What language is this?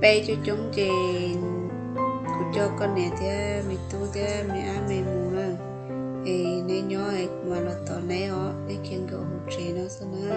Hmong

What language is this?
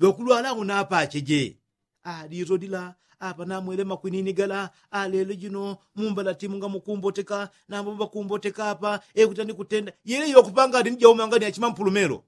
Yao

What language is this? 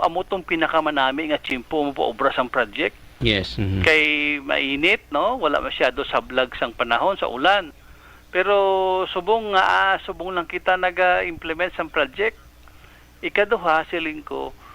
Hiligaynon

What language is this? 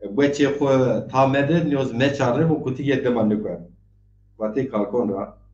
Zaza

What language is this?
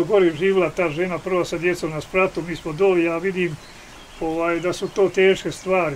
Bosnian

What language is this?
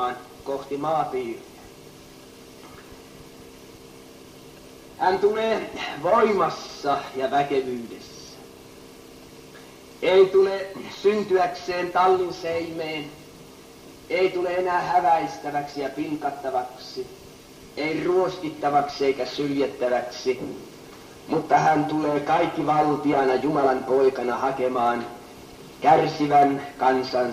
Finnish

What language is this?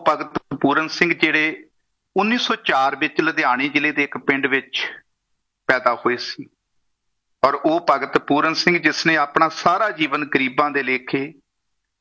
Punjabi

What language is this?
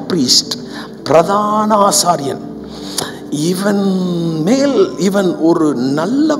Tamil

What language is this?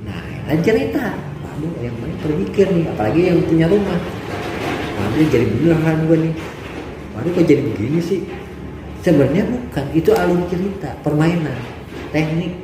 Betawi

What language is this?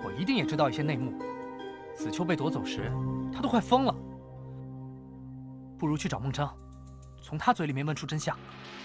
Chinese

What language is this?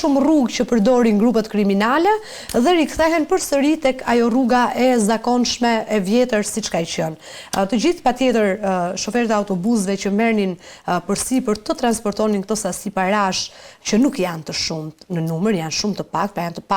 Albanian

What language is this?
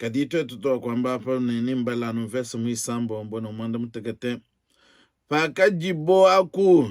Luba-Lulua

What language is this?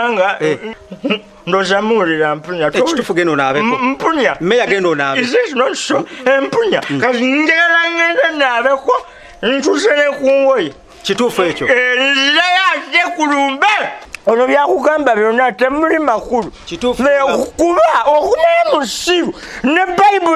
Ganda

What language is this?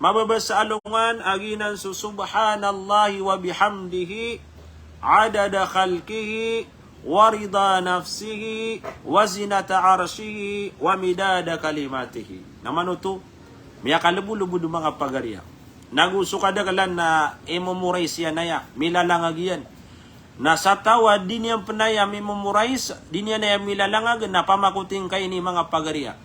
Maranao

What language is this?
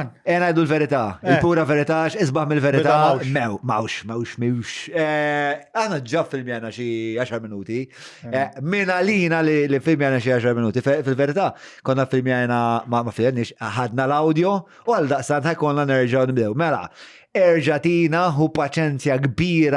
Maltese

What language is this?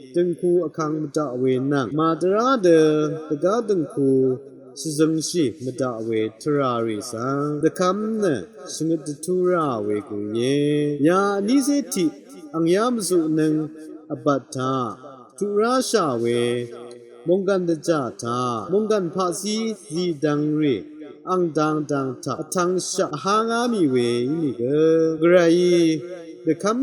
Rawang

